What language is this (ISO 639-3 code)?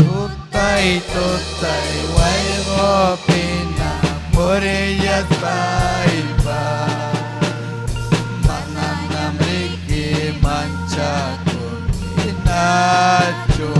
quy